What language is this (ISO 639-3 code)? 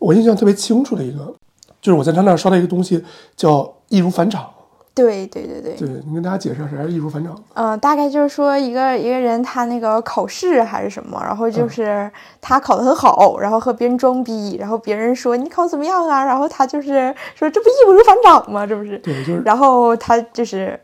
zho